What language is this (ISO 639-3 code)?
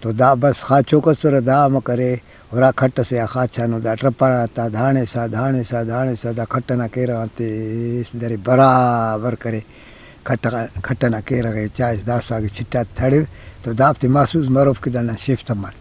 brh